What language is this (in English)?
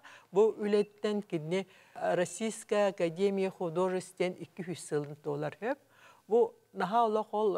Yakut